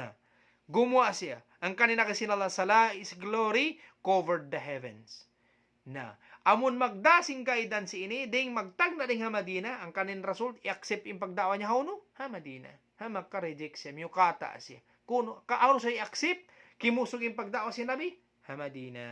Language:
Tausug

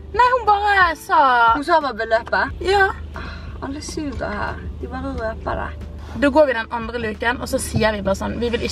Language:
Norwegian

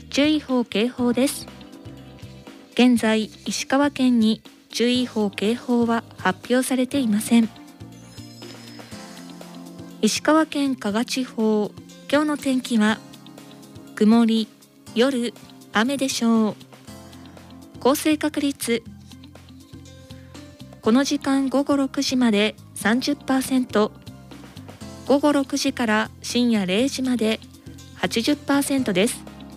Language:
Japanese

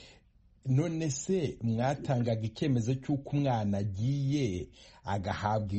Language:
Kinyarwanda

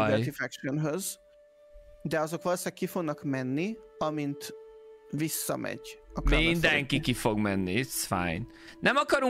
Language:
Hungarian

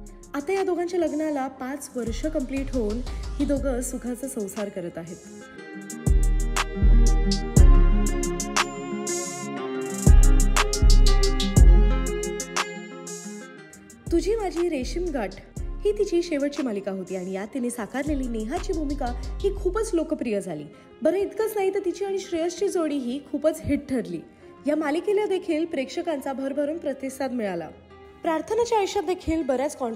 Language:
Marathi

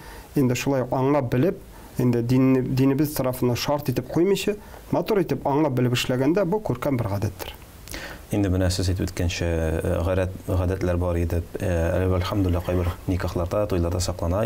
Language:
Tatar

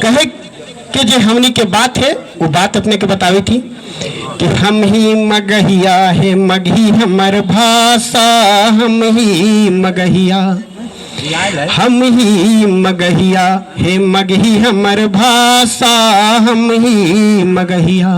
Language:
Magahi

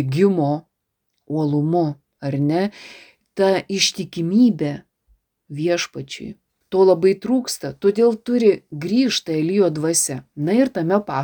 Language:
Lithuanian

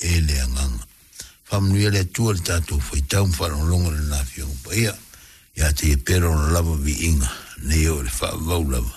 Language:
Samoan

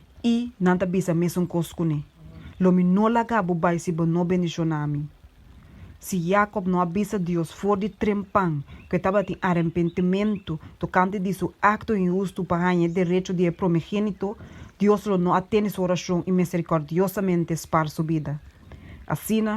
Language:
Papiamento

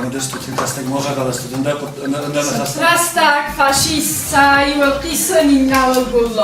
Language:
Ossetic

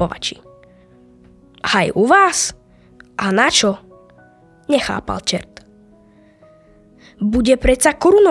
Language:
Slovak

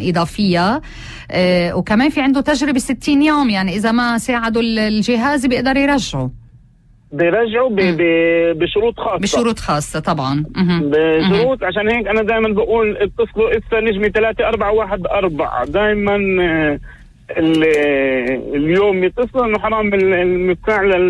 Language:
North Levantine Arabic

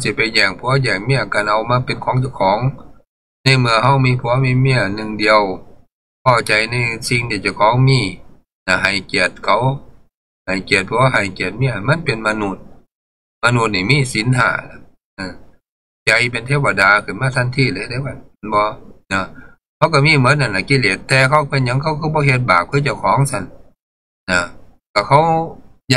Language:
Northeastern Thai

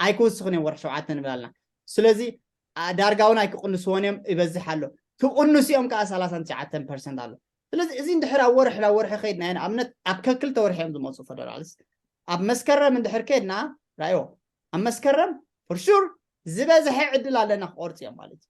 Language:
Tigrinya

